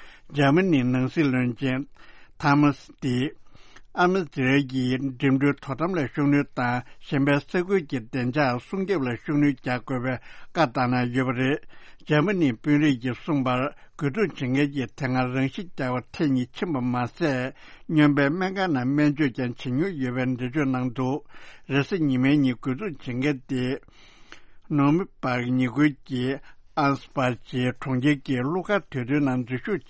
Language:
Tibetan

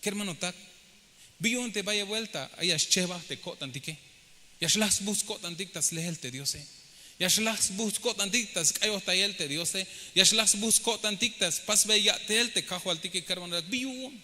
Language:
Tzeltal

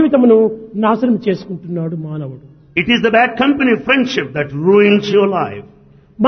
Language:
Telugu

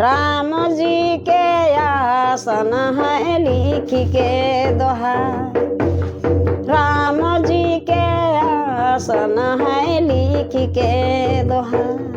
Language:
Sadri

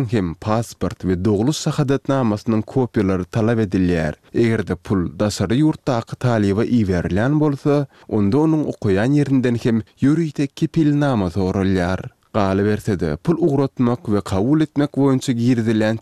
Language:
Turkmen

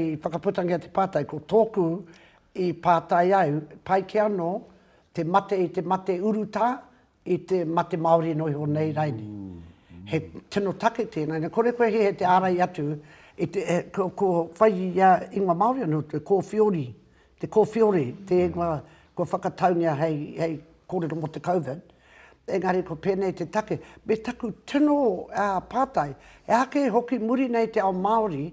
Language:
Māori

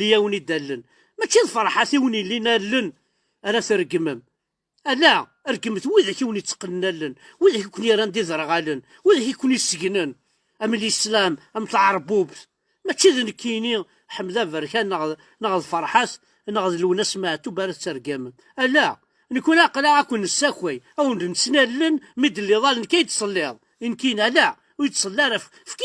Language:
Kabyle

